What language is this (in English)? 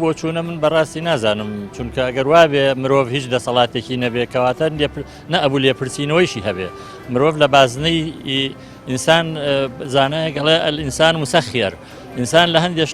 Central Kurdish